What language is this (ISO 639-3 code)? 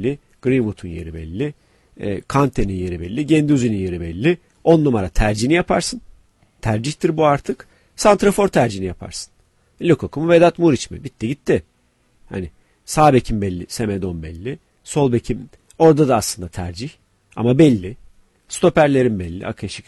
tur